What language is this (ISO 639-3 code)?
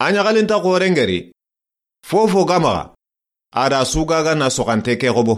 snk